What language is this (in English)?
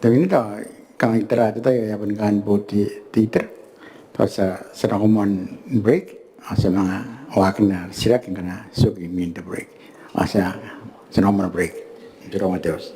Gilbertese